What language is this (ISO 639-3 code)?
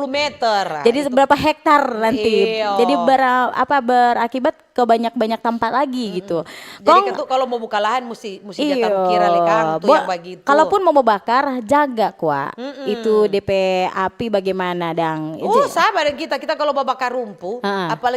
xmm